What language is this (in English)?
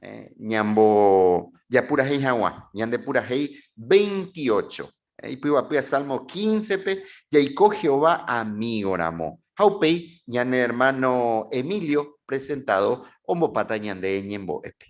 Guarani